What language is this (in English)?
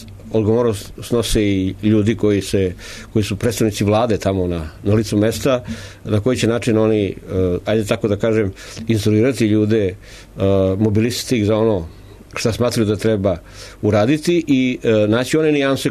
Serbian